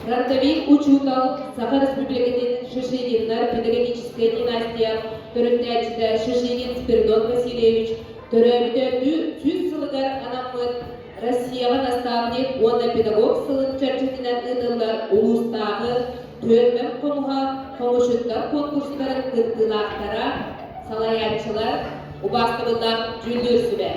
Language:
Yakut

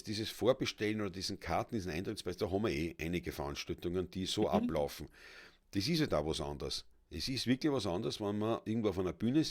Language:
Bavarian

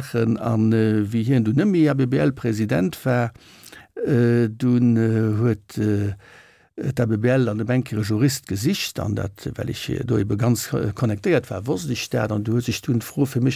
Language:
Luxembourgish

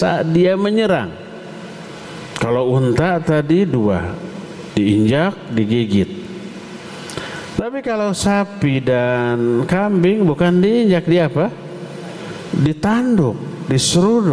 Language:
Indonesian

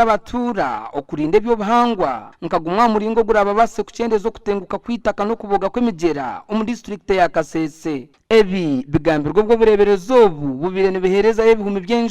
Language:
Nyankole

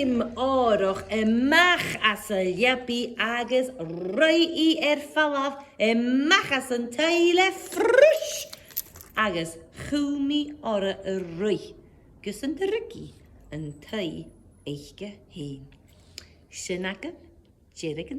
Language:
Scottish Gaelic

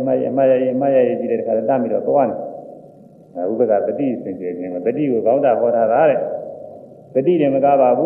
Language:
Burmese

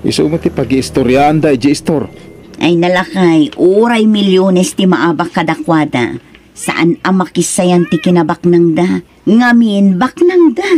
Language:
Iloko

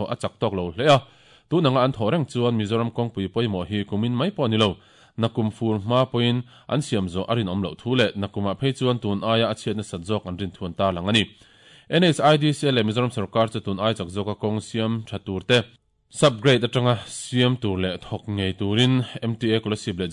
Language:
Mizo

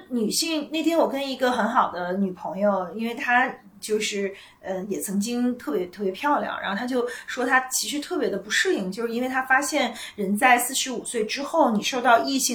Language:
Chinese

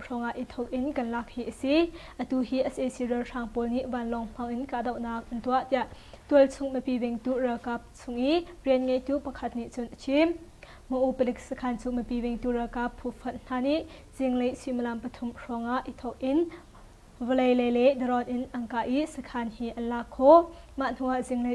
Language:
Hakha Chin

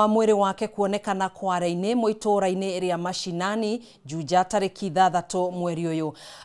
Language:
Kikuyu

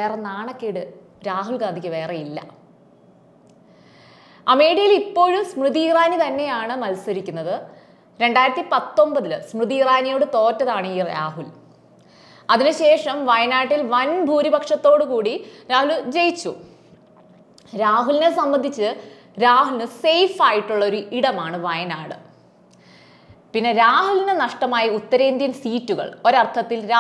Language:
Malayalam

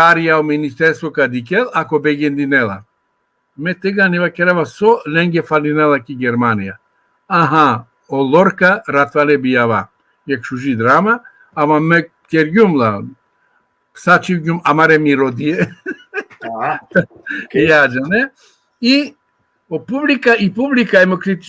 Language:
Balkan Romani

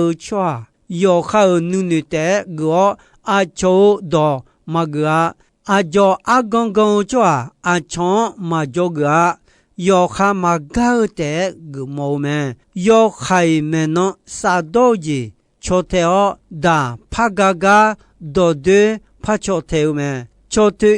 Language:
Akha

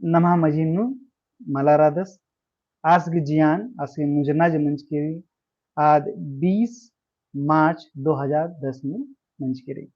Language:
Kurukh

